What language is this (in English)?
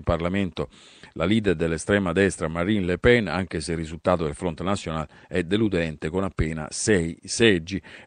Italian